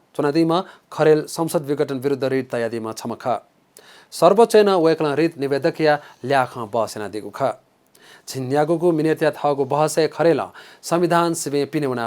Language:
Newari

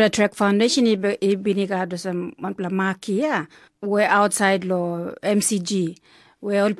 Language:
Tok Pisin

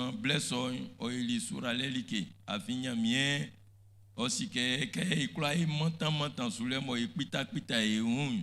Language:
Baoulé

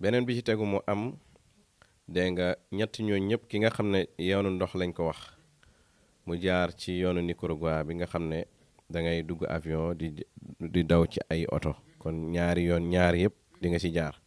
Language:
Wolof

